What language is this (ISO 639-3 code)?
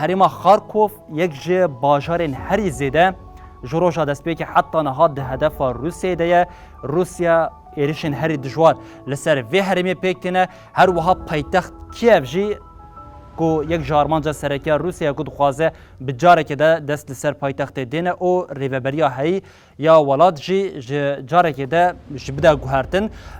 kur